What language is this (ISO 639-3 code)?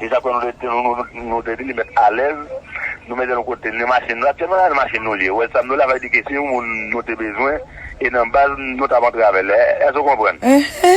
hat